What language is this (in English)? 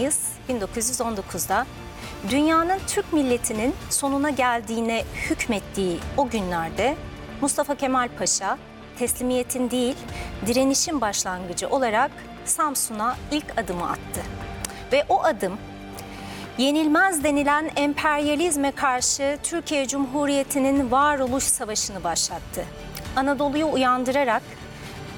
Turkish